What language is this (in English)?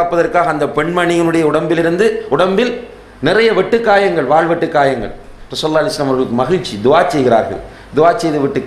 Tamil